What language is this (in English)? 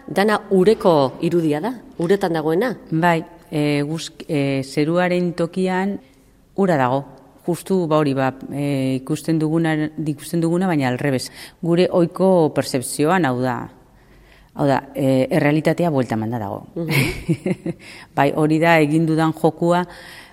Basque